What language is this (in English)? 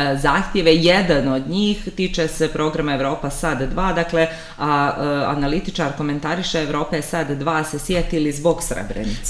Serbian